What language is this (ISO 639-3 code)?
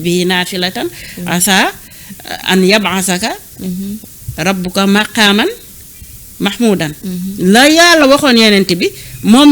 wol